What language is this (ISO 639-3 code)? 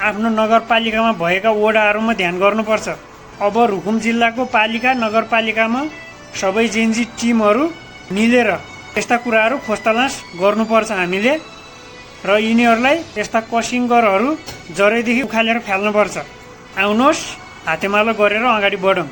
nep